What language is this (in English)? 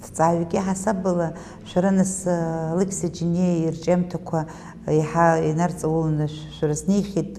Abkhazian